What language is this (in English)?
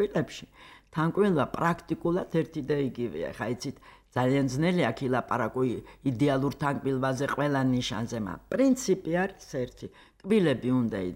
Georgian